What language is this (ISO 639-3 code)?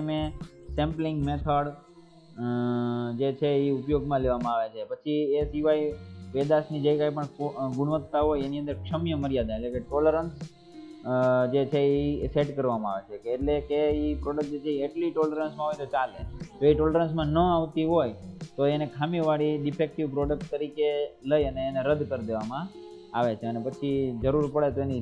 guj